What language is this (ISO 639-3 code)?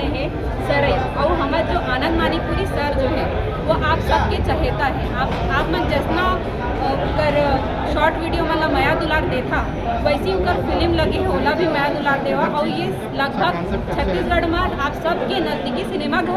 hne